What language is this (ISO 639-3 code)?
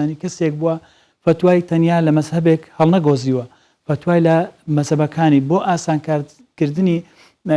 ckb